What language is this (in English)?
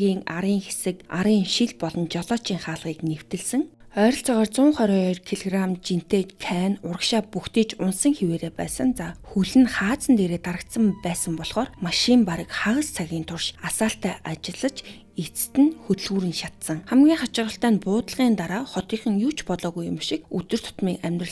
Mongolian